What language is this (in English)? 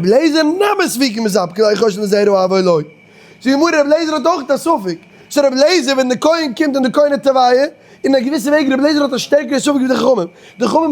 Yiddish